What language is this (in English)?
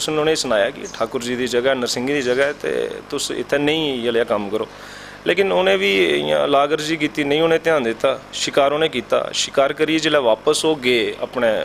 Dogri